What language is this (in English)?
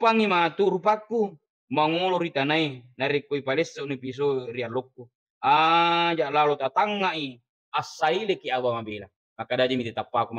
Buginese